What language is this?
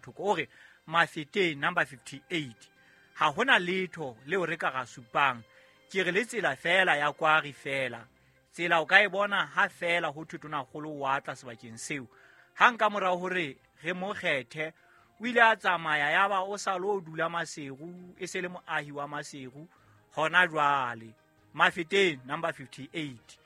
Southern Sotho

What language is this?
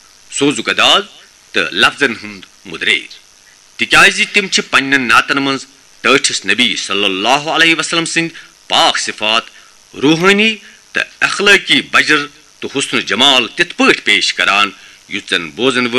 Kashmiri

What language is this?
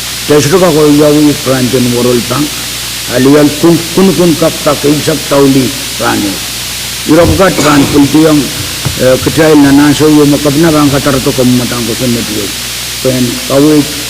Pohnpeian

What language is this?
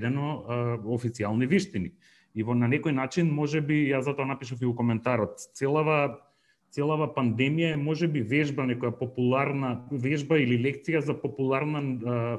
Macedonian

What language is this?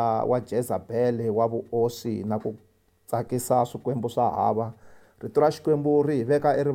Tsonga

